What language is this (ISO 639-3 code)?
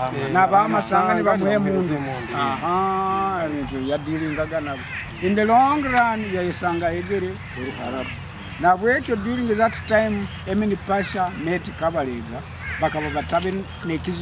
nyo